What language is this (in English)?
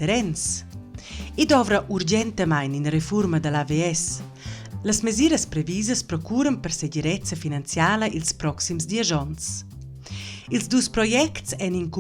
Romansh